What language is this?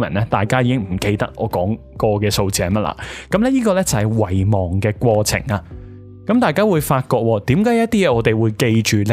Cantonese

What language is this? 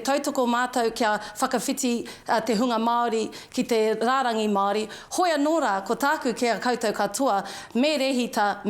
Māori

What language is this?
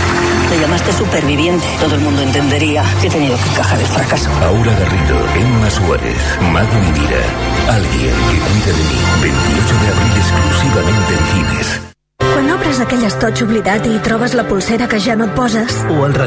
Catalan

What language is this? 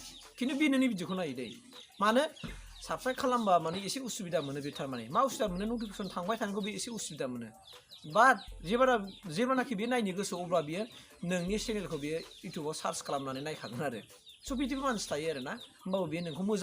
Bodo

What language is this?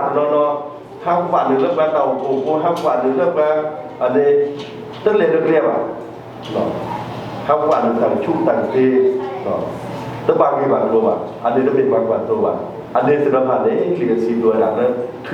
S'gaw Karen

